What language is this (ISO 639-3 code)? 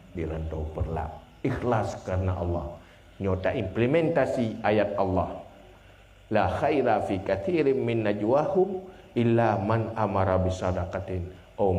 ace